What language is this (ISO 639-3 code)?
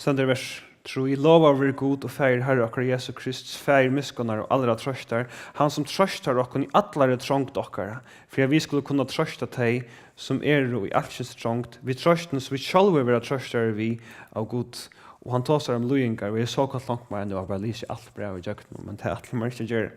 fao